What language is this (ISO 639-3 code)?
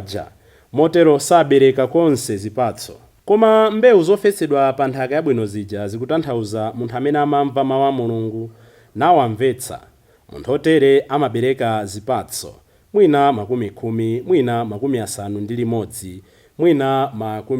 nya